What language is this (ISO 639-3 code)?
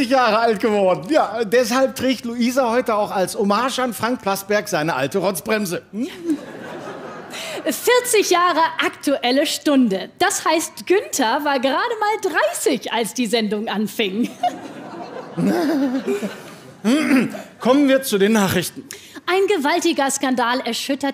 deu